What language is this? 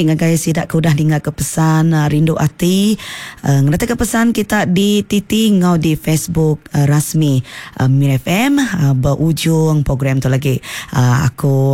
Iban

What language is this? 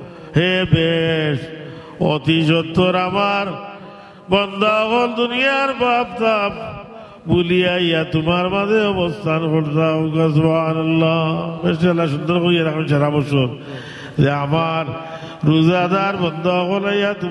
Sylheti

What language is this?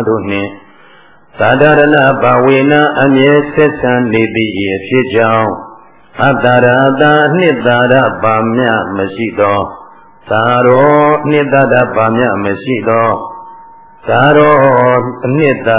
Burmese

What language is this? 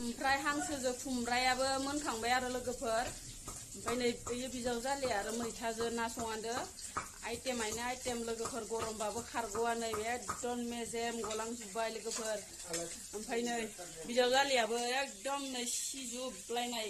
Bodo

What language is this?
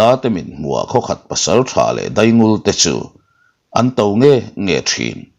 Mizo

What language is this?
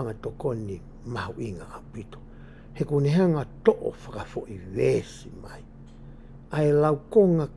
Tongan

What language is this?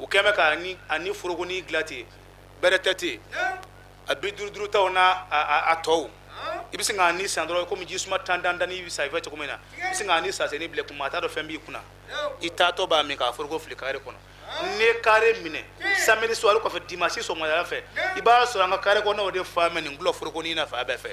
Bambara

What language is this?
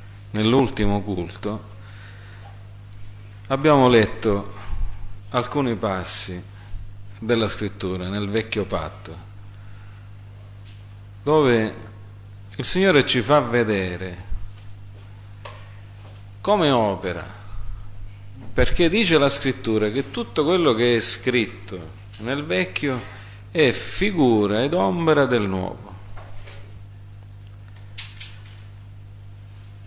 Italian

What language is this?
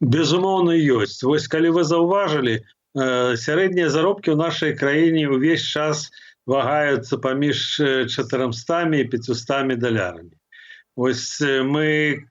Belarusian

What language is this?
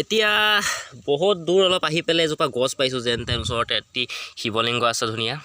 Assamese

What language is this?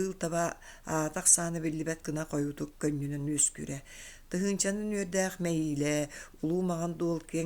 Yakut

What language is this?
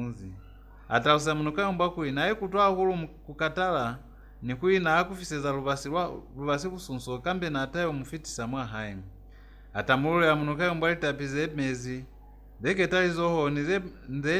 Lozi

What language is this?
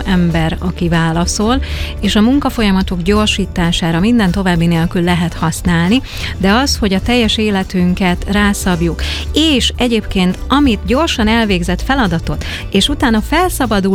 Hungarian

